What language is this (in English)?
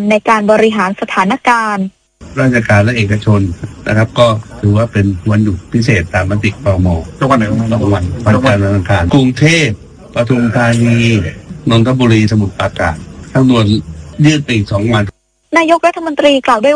Thai